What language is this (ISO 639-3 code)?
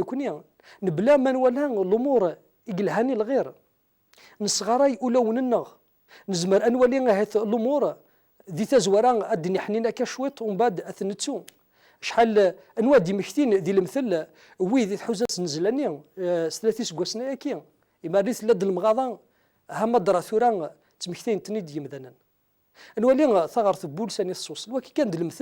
kab